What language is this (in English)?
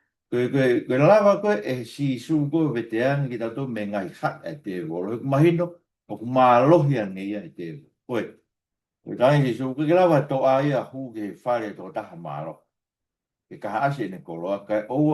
Tongan